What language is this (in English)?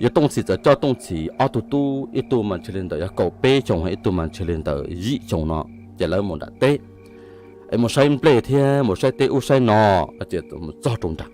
Hmong